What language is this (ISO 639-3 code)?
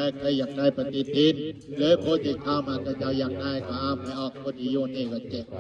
tts